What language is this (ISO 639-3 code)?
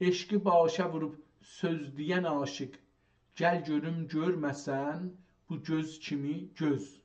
azb